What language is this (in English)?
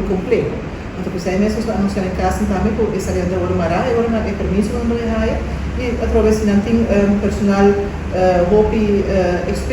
Papiamento